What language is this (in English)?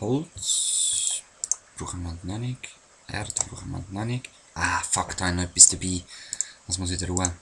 Swiss German